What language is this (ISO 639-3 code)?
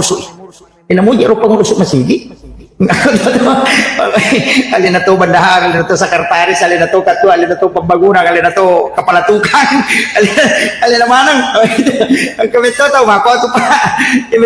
bug